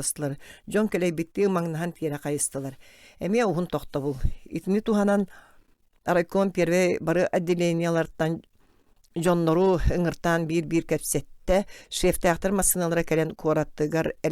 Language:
Yakut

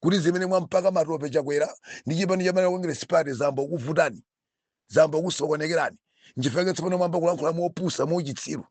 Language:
Nyanja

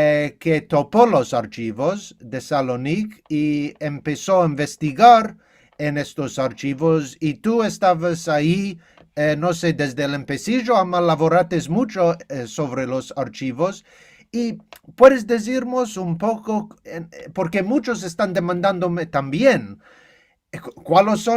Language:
Ladino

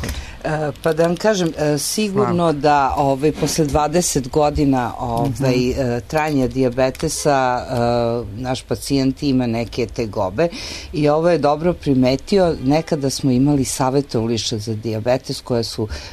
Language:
Serbian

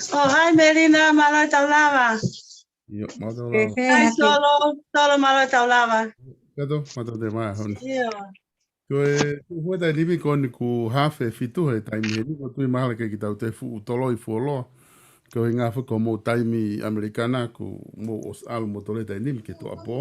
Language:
Tongan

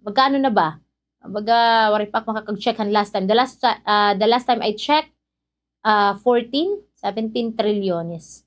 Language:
Waray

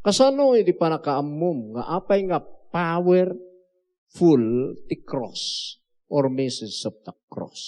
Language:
Iloko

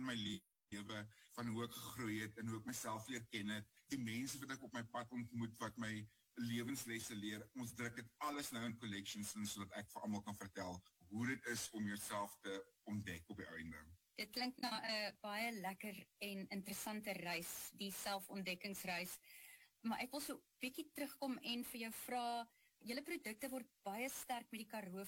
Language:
Afrikaans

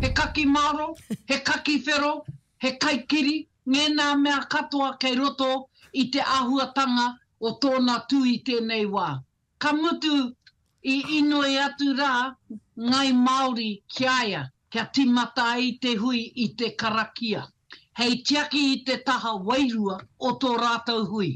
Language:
Māori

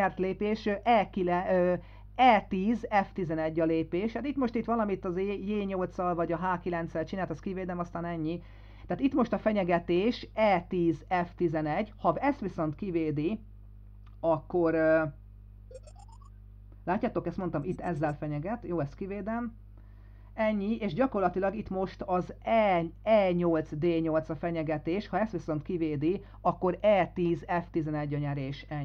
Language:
Hungarian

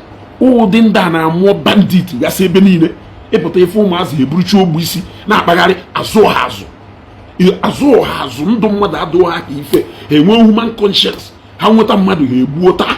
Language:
Igbo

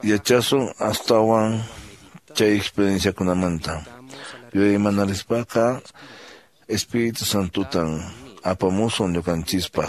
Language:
Quechua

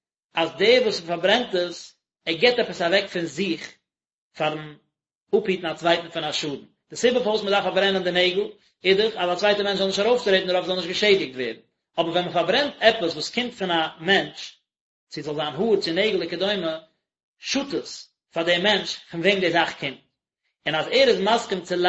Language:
Yiddish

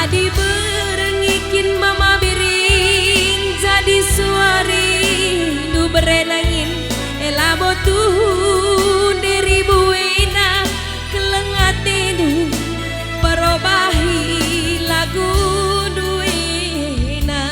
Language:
Batak Karo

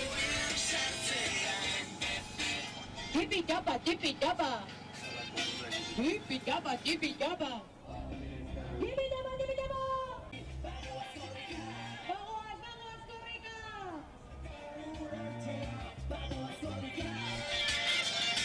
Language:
Basque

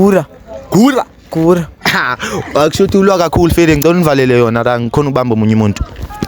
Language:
Zulu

